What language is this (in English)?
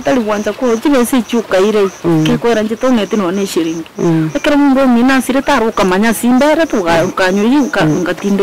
Gusii